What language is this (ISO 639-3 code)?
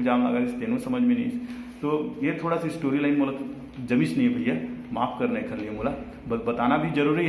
hne